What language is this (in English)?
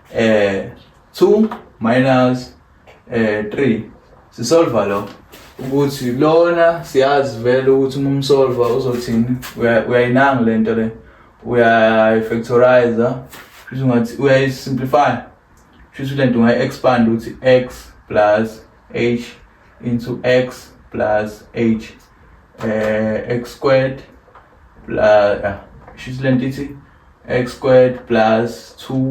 Zulu